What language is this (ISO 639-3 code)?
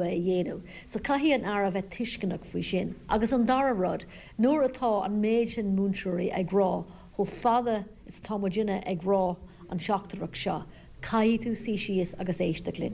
gle